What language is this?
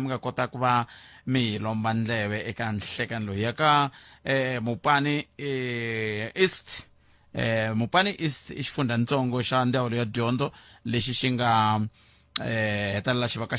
Tsonga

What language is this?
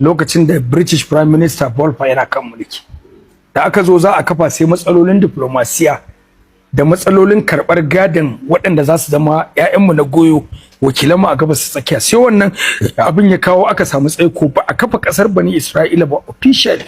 Hausa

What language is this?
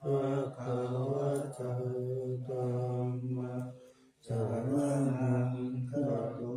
Pali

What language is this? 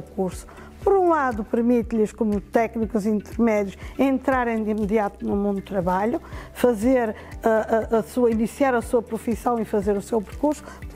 Portuguese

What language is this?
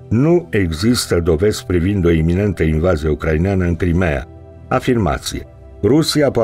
Romanian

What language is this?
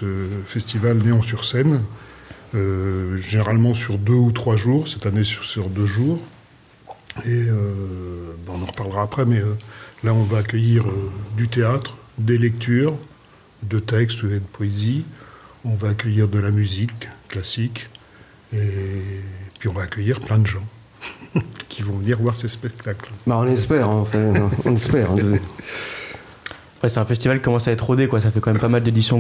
French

